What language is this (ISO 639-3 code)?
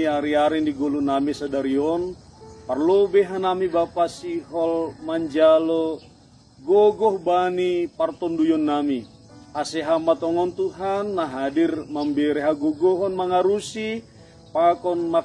bts